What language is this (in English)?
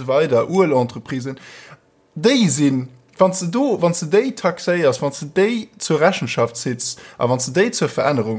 Luxembourgish